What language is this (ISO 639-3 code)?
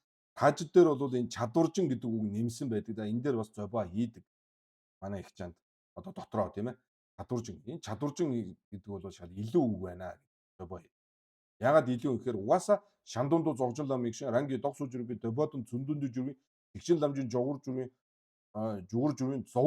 mon